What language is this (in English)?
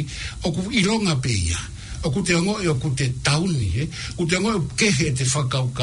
Tongan